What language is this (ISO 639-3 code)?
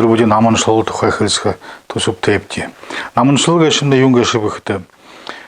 bua